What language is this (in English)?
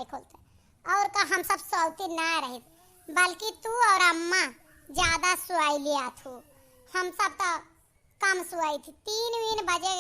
Awadhi